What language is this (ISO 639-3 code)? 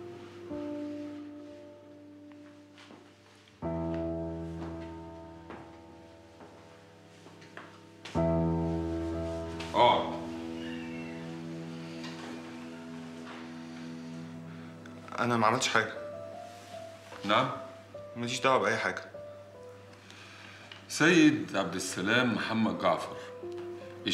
arz